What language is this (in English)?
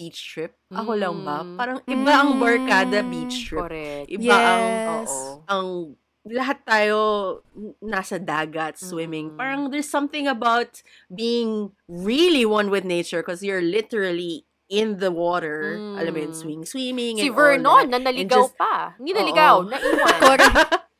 Filipino